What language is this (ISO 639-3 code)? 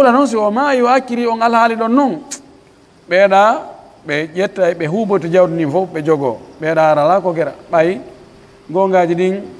fuf